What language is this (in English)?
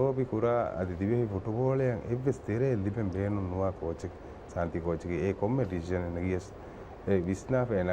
Divehi